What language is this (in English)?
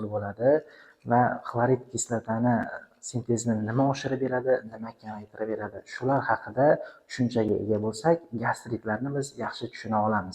Uzbek